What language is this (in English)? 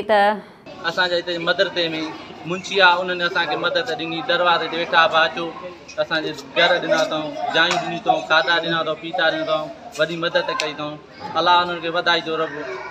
Sindhi